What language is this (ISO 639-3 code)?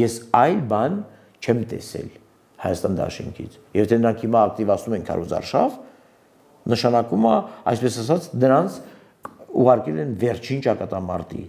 hye